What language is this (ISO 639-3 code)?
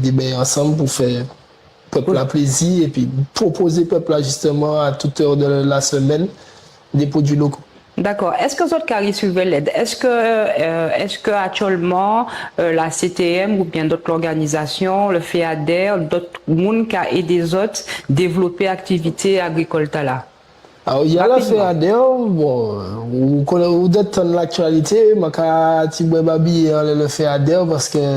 gcf